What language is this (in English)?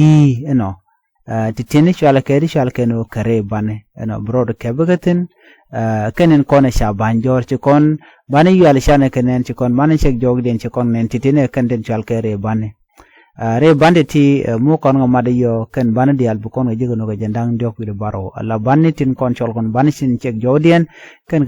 Nuer